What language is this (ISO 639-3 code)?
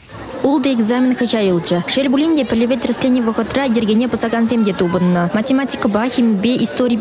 chv